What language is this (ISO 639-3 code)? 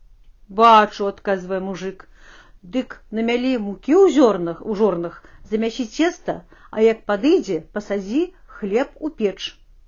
bel